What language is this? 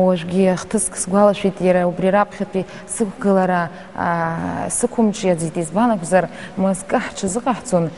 Abkhazian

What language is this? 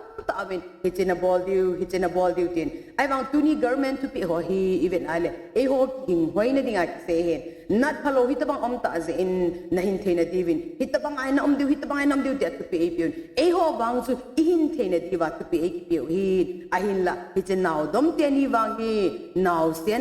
Thado Chin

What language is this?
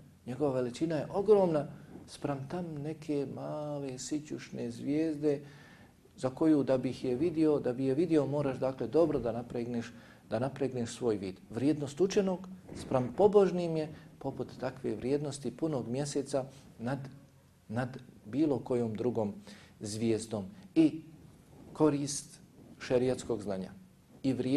Bosnian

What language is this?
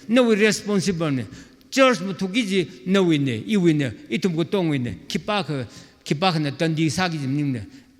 Tangkhul Naga (India)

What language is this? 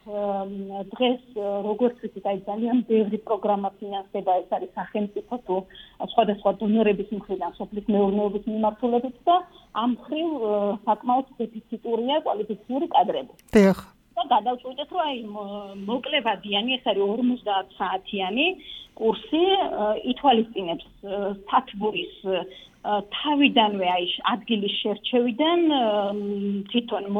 Georgian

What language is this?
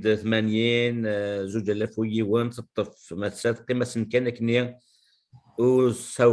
Kabyle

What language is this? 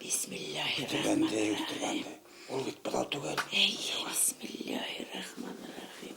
Bashkir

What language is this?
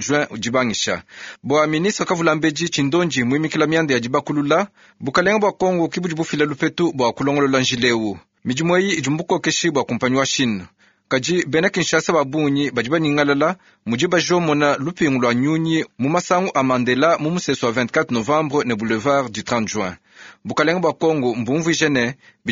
Luba-Lulua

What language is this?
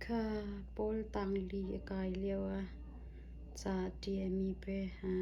Hakha Chin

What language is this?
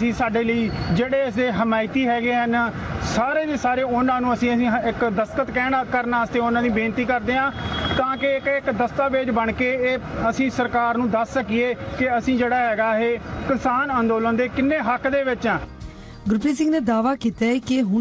Punjabi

